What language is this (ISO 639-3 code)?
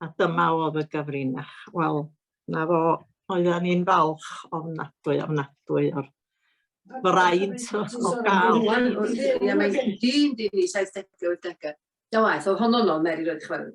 cym